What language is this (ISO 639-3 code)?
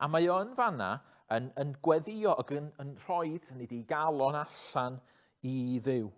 cym